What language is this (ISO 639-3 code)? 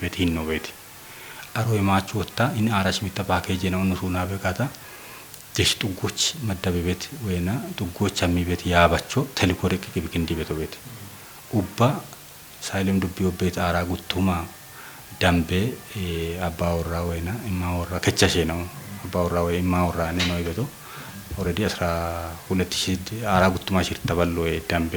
kbr